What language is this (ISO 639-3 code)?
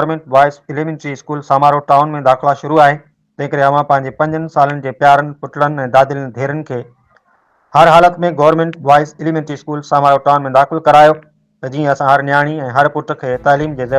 snd